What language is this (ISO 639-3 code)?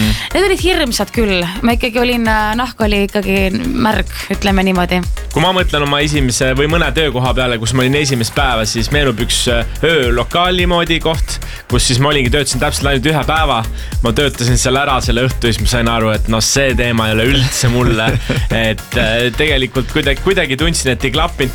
est